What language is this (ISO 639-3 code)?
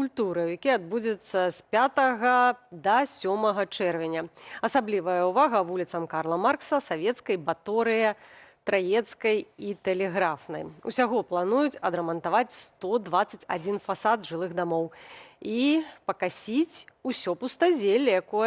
bel